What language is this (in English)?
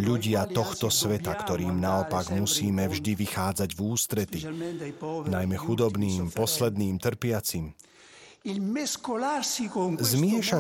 Slovak